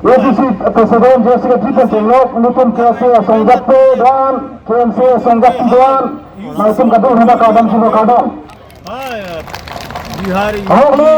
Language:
Karbi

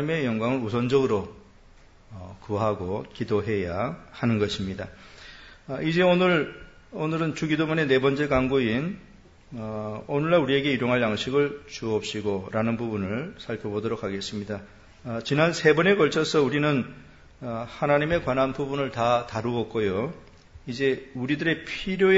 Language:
Korean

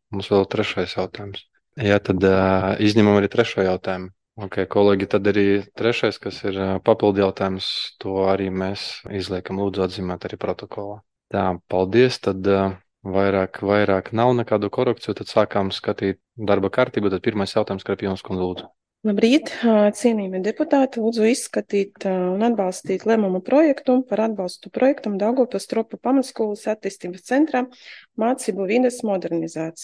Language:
Latvian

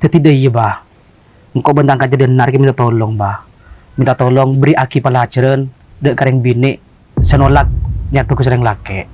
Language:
Madurese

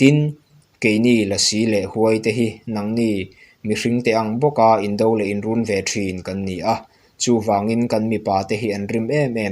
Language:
Mizo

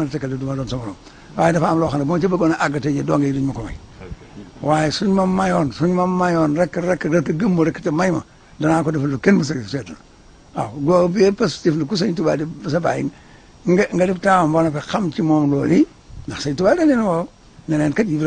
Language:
Wolof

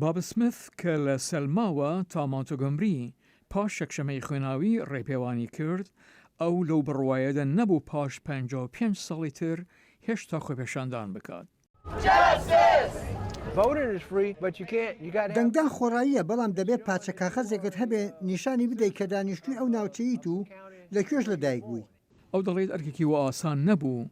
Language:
Central Kurdish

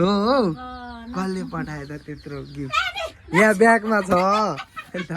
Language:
Nepali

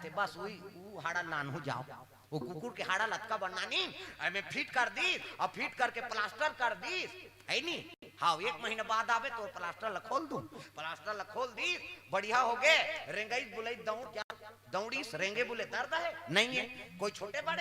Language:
Chhattisgarhi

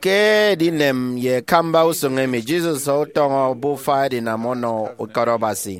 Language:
Efik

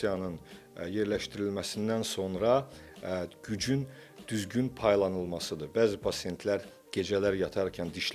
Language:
Azerbaijani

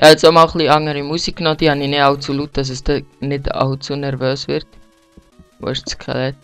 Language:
Swiss German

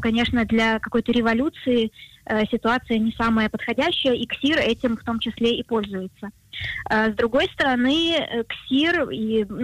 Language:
Russian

